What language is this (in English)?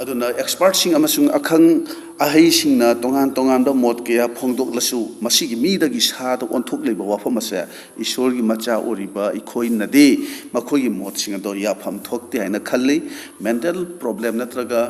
Manipuri